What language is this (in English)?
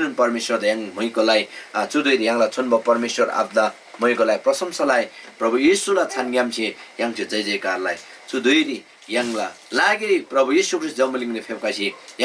Eastern Tamang